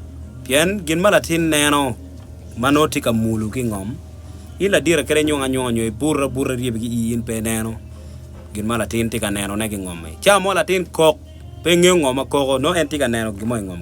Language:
Acoli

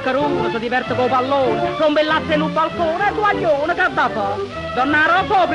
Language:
Neapolitan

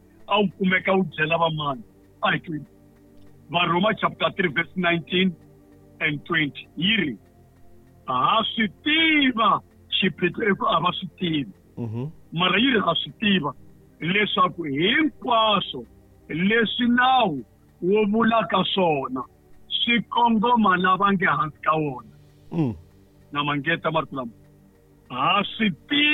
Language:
Tsonga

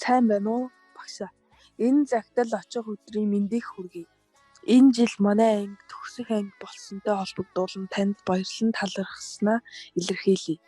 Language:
Mongolian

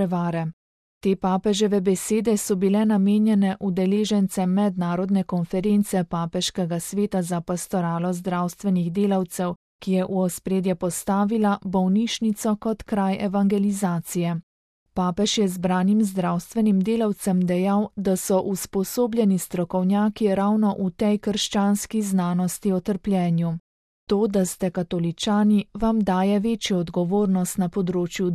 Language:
Slovenian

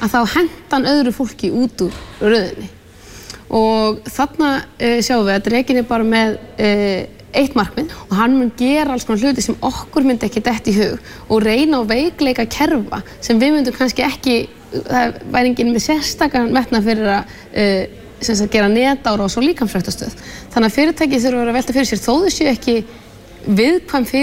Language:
Icelandic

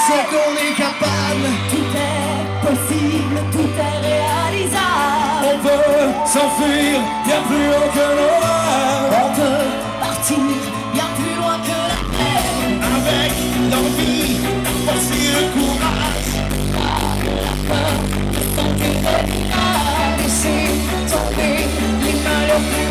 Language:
French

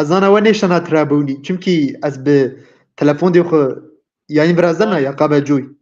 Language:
Zaza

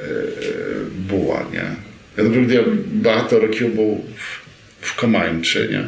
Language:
Rusyn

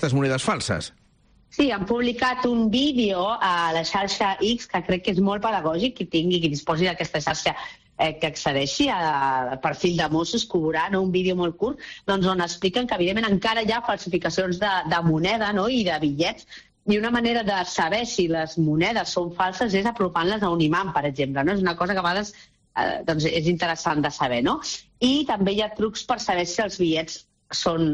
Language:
Catalan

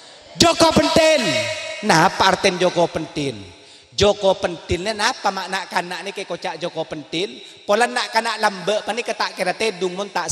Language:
Madurese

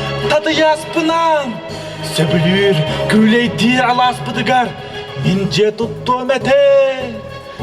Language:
Yakut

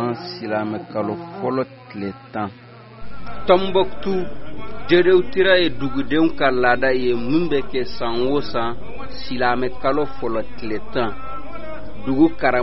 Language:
Bambara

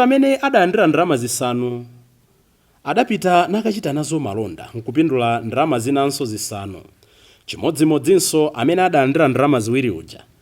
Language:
Nyanja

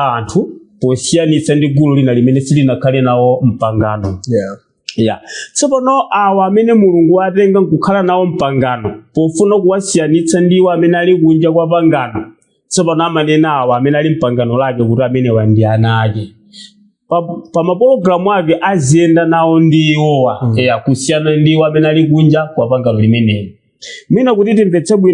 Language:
Nyanja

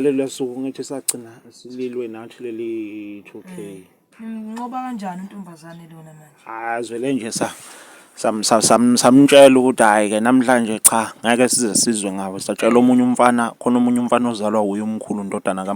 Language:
Zulu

